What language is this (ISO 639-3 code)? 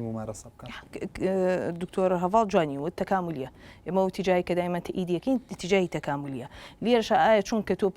ckb